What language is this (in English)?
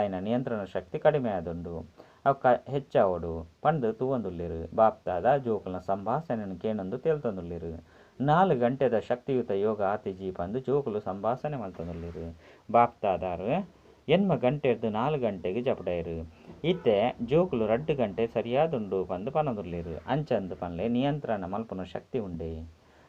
Tulu